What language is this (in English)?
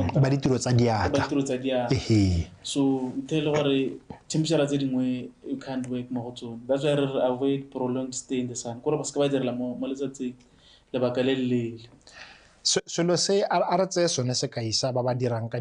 Tswana